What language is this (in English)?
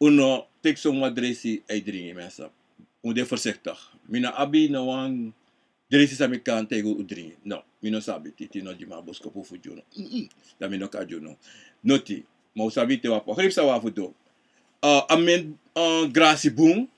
Sranan Tongo